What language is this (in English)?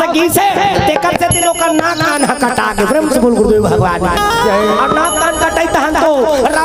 Chhattisgarhi